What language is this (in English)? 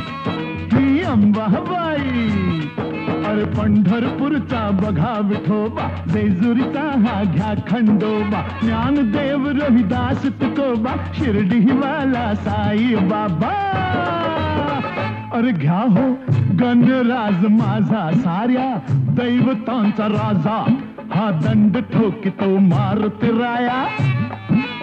Marathi